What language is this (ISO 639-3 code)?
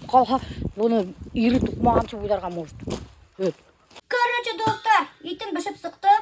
bak